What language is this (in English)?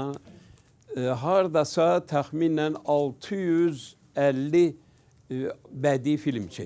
Azerbaijani